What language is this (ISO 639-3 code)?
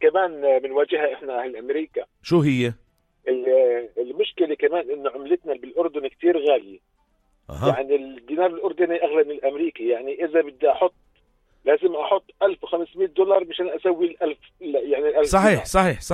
apc